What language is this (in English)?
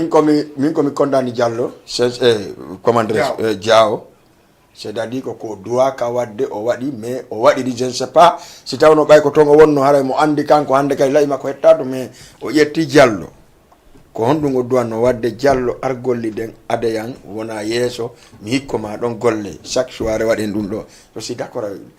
Fula